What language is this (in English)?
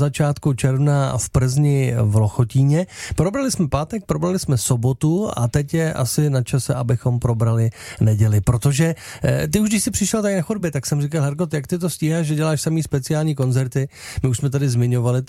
Czech